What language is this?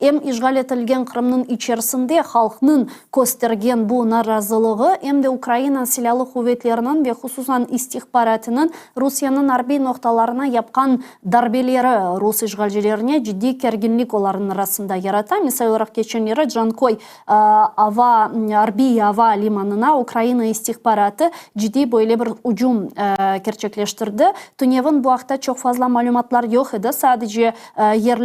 Crimean Tatar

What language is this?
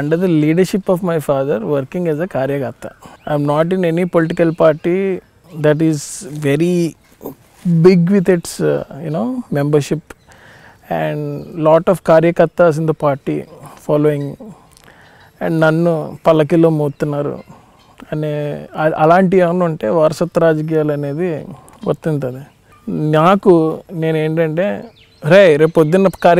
Telugu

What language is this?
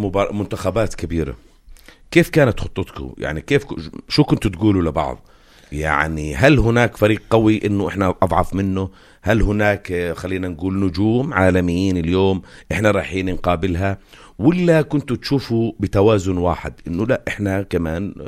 North Levantine Arabic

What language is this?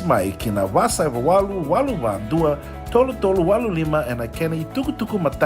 Fijian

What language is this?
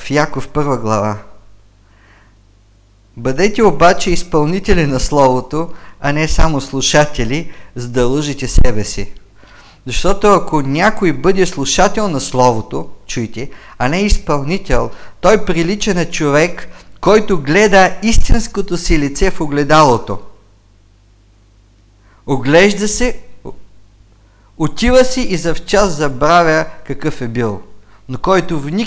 Bulgarian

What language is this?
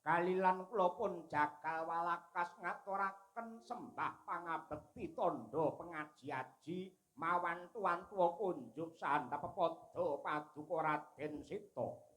Javanese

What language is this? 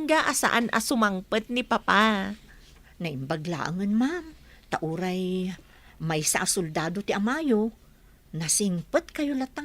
Iloko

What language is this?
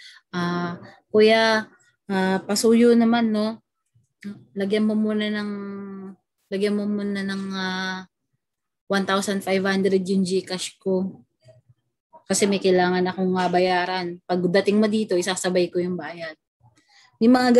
Filipino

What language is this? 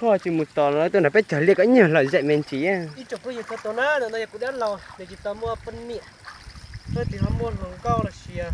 Hmong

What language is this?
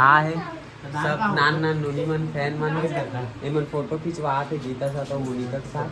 Chhattisgarhi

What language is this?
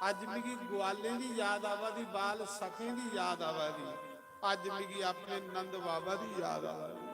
Dogri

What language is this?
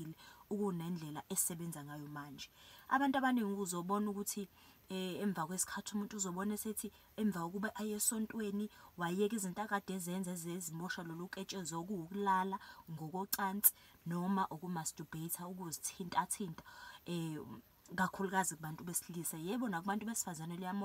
Zulu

